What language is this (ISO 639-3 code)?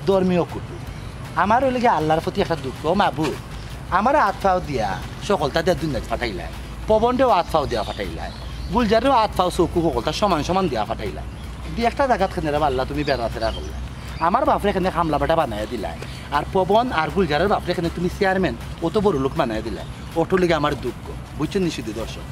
syl